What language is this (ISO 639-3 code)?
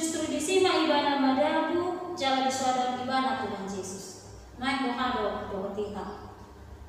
bbc